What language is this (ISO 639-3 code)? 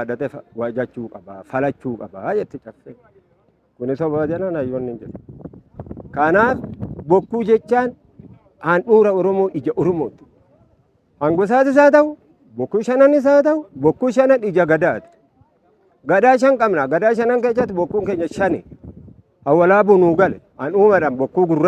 orm